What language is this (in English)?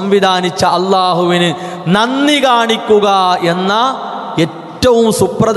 Malayalam